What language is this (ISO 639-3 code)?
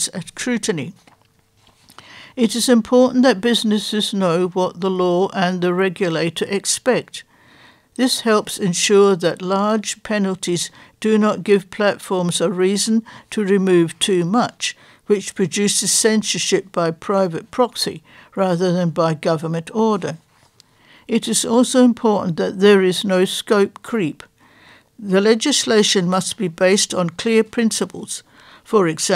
eng